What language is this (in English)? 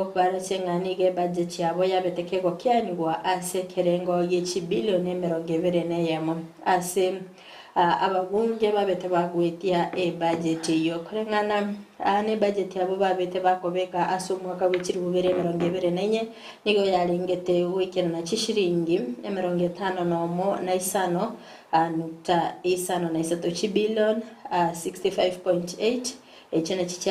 Gusii